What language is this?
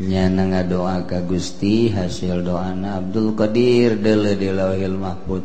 Sundanese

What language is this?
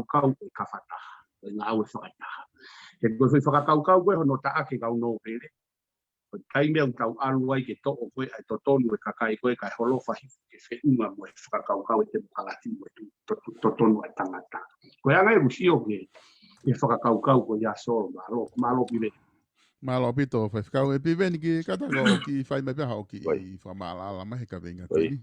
Tongan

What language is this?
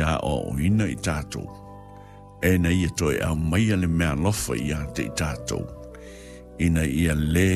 Samoan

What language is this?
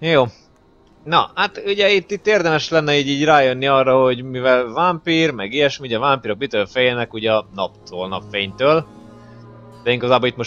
Hungarian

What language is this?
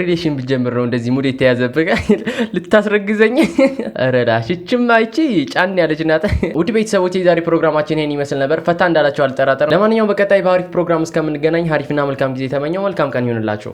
Amharic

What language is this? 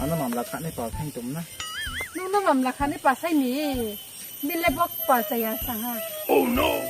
Riang (India)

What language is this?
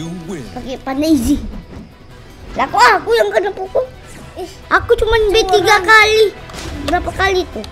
Indonesian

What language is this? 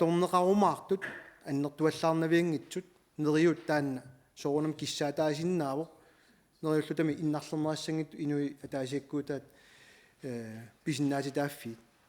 Kalaallisut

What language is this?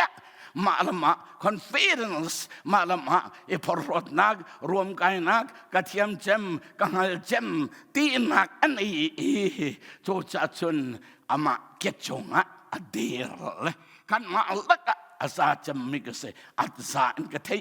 Hakha Chin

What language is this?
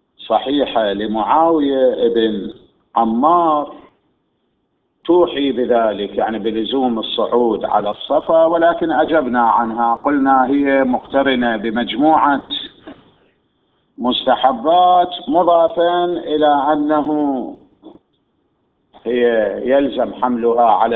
Arabic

